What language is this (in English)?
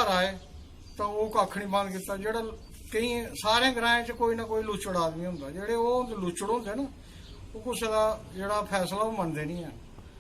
Dogri